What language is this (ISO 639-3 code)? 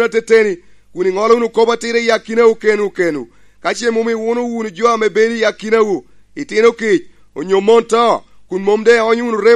laj